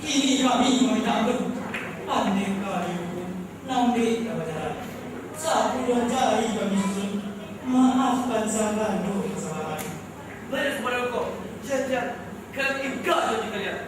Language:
Minangkabau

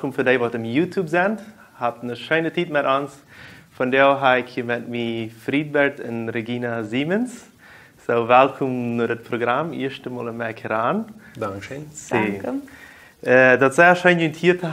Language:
Plautdietsch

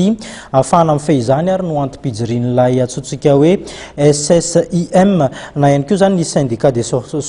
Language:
Malagasy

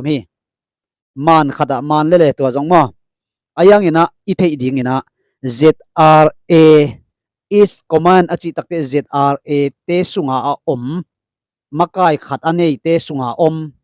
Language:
Tedim Chin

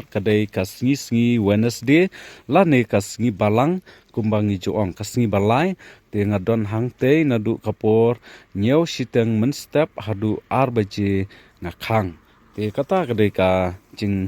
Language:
Khasi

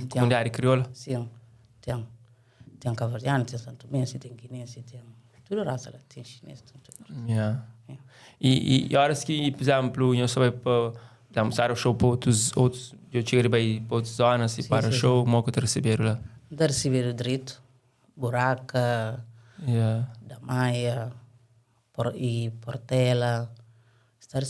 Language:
Kabuverdianu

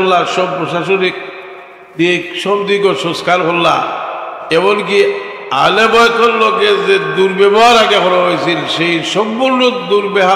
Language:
Sylheti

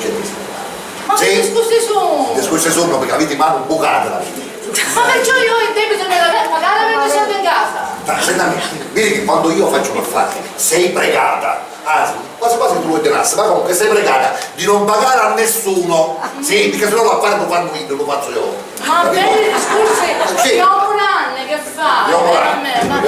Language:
Sicilian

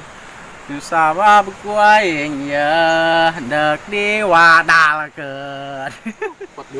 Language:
Sundanese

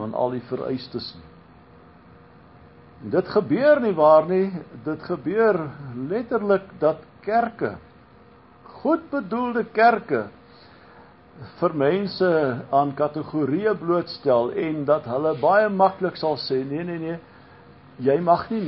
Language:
Afrikaans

